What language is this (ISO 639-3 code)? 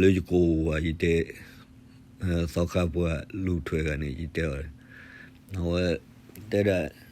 ksw